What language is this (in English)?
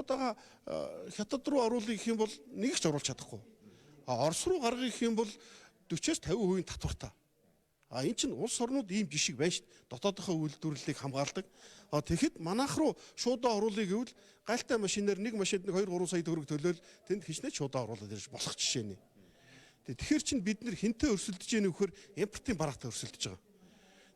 Mongolian